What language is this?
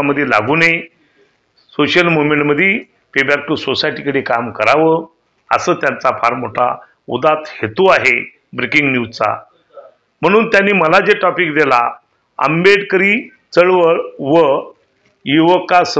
Marathi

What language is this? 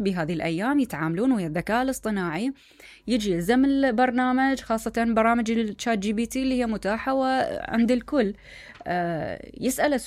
Mesopotamian Arabic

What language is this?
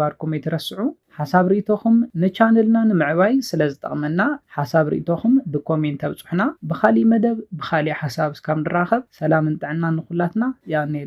Tigrinya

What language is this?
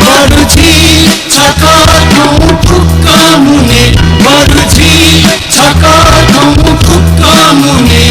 Newari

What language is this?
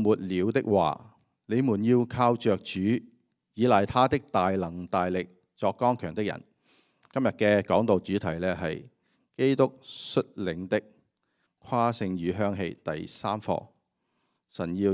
Cantonese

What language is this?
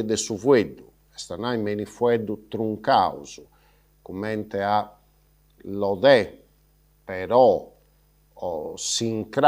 Sardinian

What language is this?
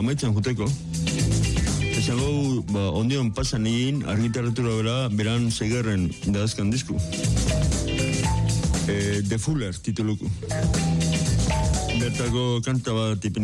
Basque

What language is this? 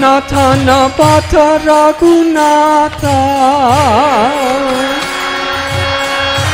Hindi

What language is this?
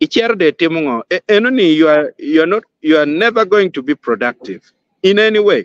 Acoli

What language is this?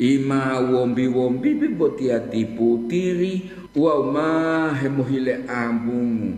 Gorontalo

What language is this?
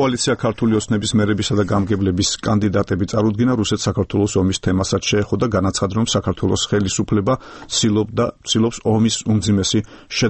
Georgian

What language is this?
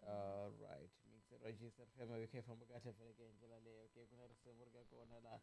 Tsonga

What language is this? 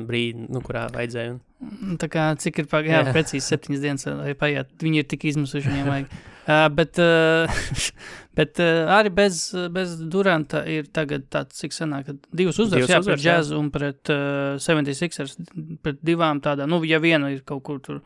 Latvian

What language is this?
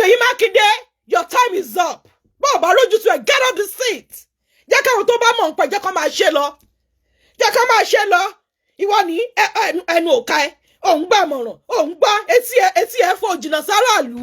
Yoruba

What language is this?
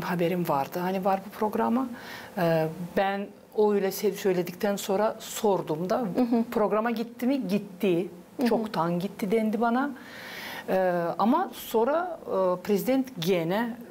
Gagauz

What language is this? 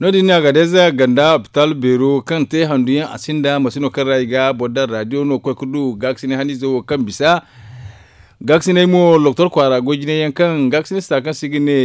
Zarma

